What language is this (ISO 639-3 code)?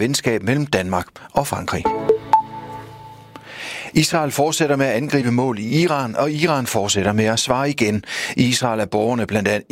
dan